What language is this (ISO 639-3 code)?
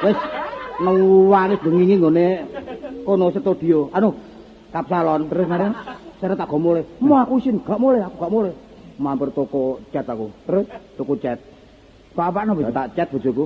jav